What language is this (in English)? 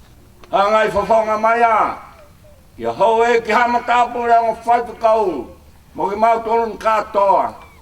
Tongan